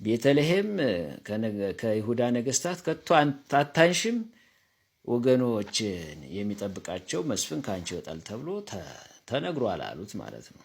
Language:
Amharic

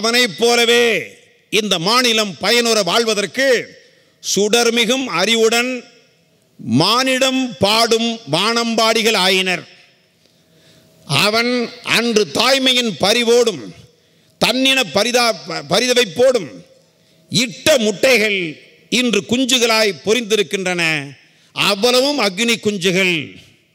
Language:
Tamil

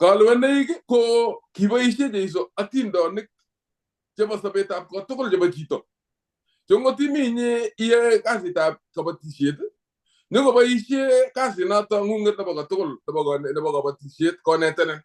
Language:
Kalenjin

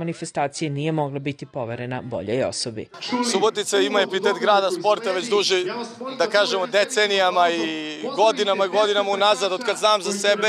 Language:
Serbian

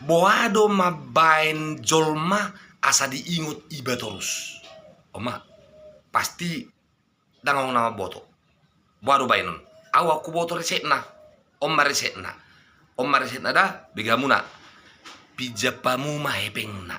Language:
Batak Toba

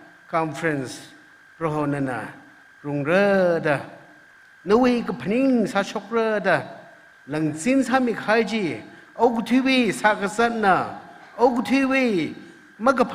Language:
Tangkhul Naga (India)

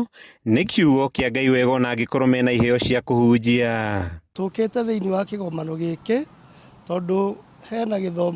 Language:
Kikuyu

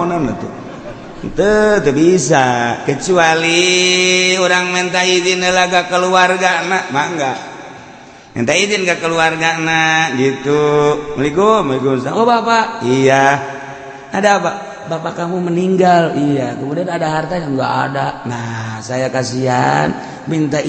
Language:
Sundanese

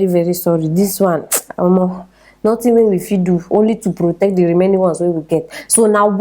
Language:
Nigerian Pidgin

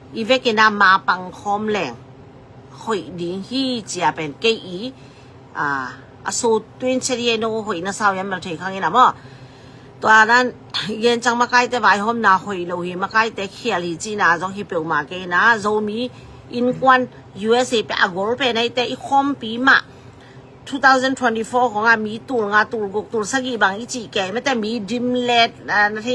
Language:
Tedim Chin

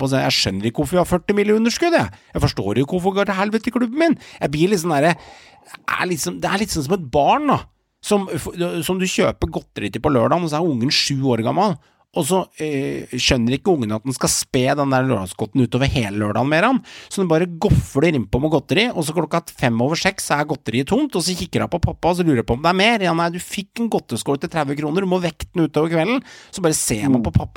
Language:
Norwegian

